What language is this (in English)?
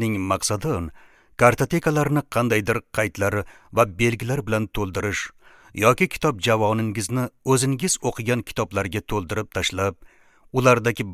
Uzbek